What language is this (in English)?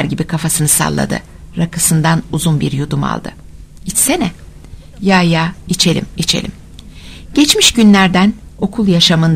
Turkish